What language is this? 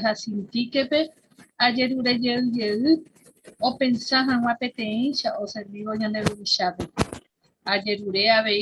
Guarani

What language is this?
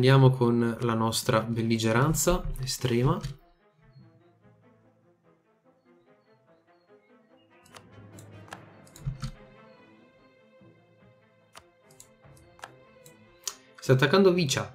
Italian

